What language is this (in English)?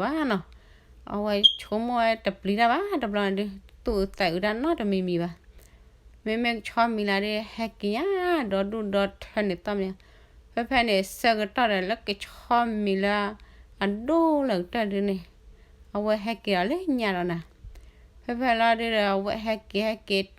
S'gaw Karen